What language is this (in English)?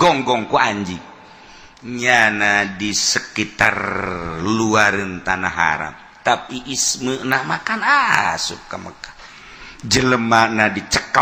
Sundanese